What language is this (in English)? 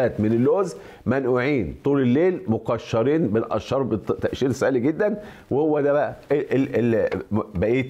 Egyptian Arabic